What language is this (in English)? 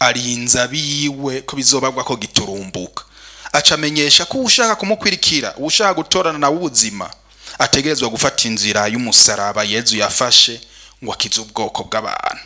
Rundi